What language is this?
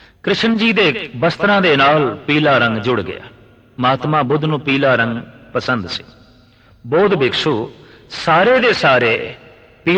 Punjabi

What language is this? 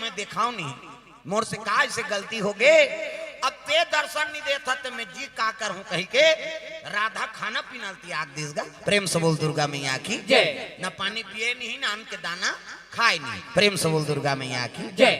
Chhattisgarhi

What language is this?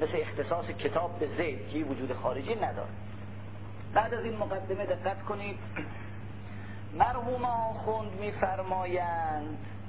Persian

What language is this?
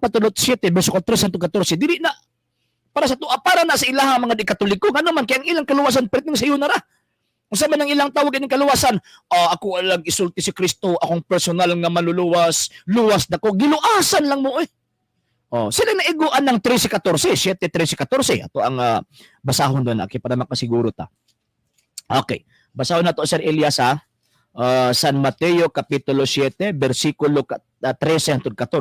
Cebuano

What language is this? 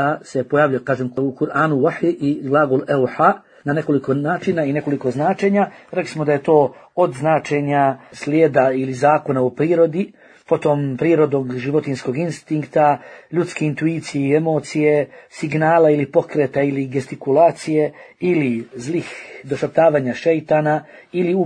Bosnian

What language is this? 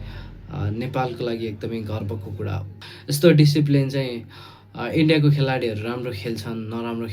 Nepali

